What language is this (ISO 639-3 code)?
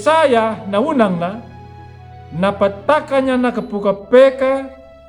akg